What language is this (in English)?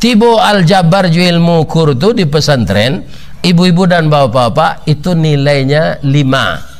Minangkabau